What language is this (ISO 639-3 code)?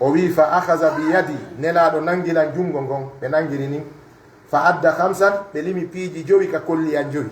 fuf